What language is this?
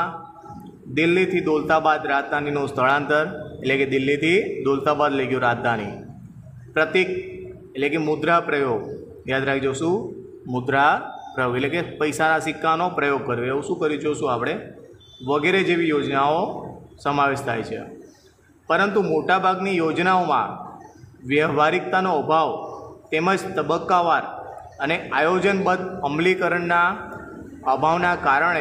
Gujarati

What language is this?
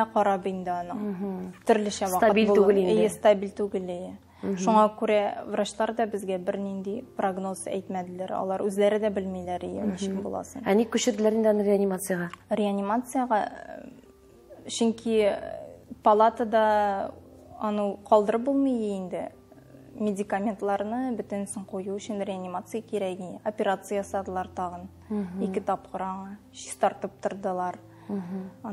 Tatar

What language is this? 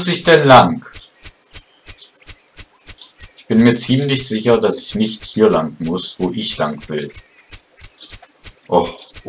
German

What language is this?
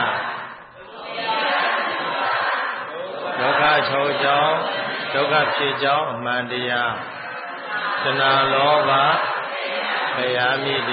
Burmese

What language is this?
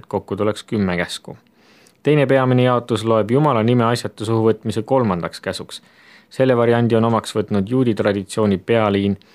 Estonian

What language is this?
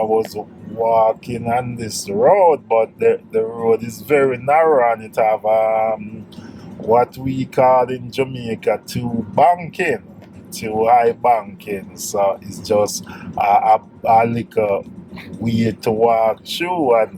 Jamaican Creole English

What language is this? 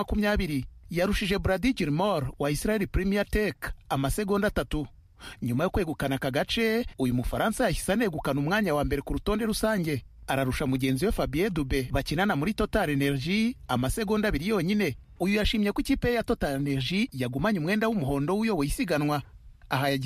Kinyarwanda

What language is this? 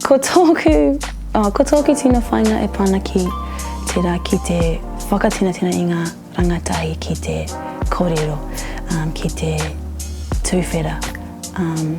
Māori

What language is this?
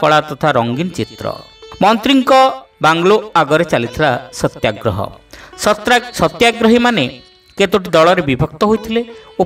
Odia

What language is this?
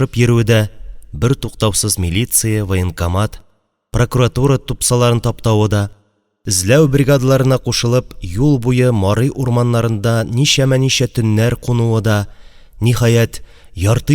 Tatar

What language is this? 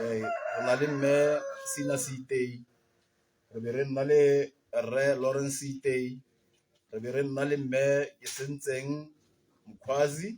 Tswana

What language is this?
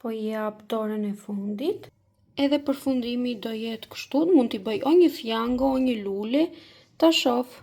Albanian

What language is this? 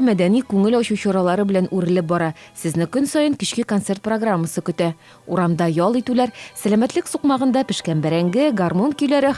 Tatar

